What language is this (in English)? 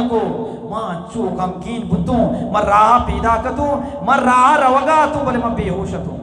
Eastern Balochi